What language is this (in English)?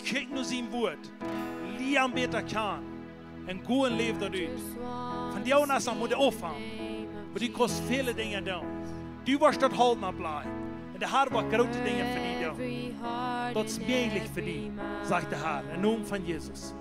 Plautdietsch